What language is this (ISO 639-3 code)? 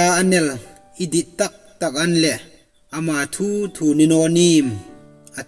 hmr